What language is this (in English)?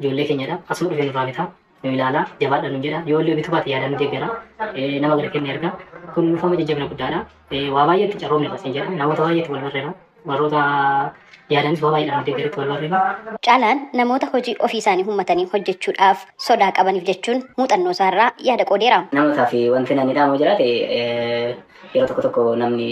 Oromo